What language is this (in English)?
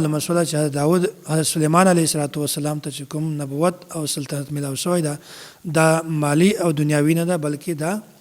Pashto